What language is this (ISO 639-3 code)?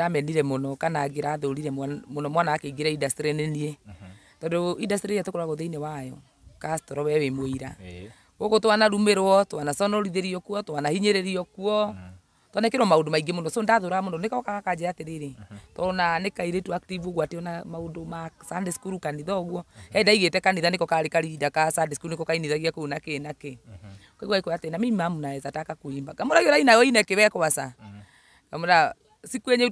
kik